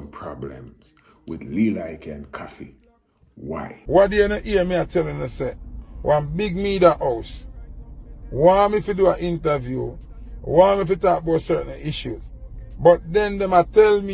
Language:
Jamaican Creole English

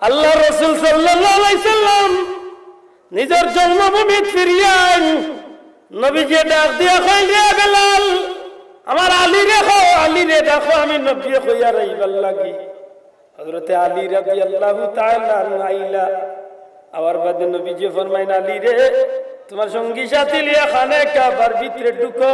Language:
Sylheti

